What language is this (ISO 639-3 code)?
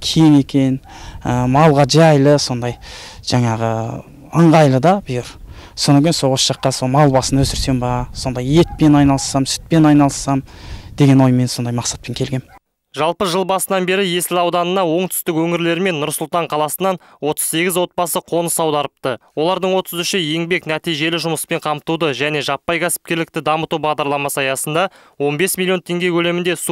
kaz